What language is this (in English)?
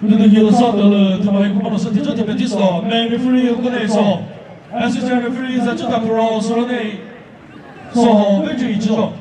Chokri Naga